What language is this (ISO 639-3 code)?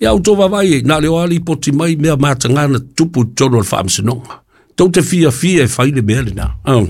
smo